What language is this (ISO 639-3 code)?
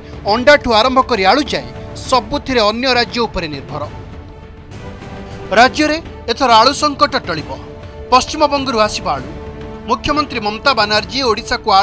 ori